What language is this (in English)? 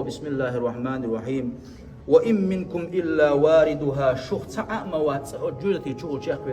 Chechen